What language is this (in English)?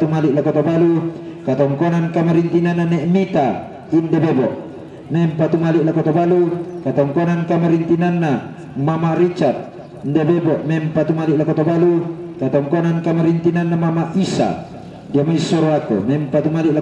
Toraja-Sa'dan